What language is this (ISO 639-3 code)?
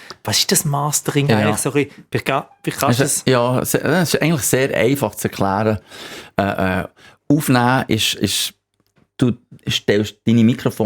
gsw